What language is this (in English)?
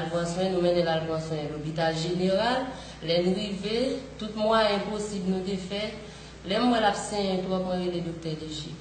Haitian Creole